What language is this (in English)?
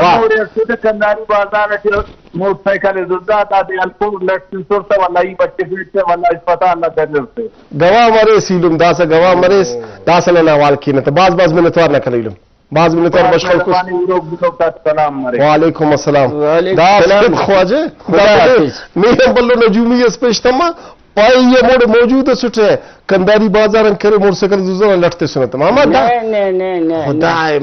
Brahui